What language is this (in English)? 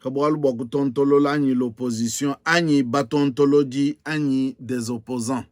Luba-Lulua